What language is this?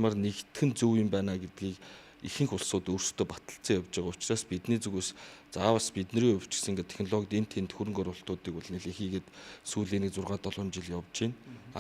Mongolian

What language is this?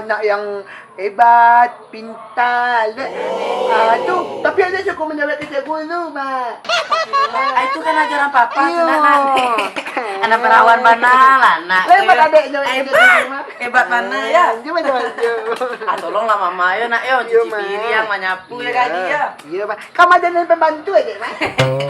Minangkabau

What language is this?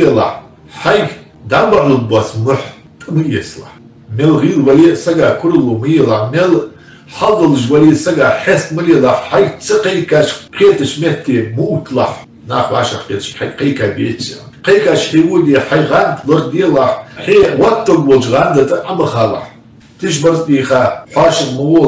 Ingush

